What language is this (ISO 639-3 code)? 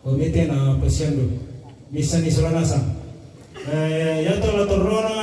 sda